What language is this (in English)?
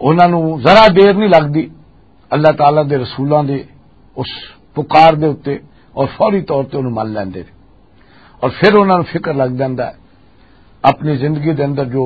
Western Panjabi